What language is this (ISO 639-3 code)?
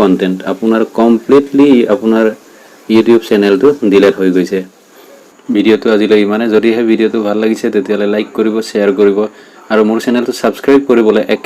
asm